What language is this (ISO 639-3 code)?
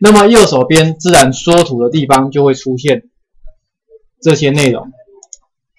zho